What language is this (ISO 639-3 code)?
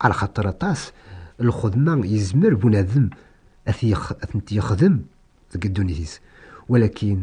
kab